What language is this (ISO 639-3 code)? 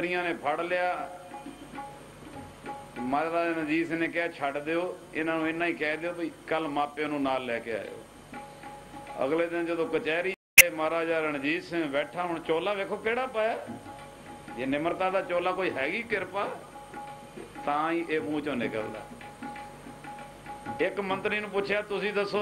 pan